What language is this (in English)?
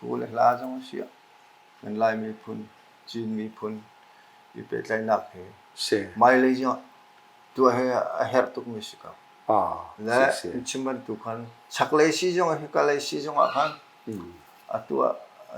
Hakha Chin